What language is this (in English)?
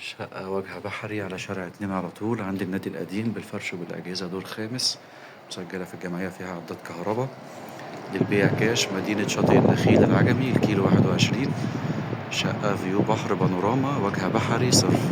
Egyptian Arabic